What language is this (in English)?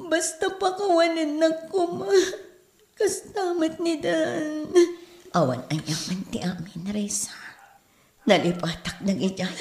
Iloko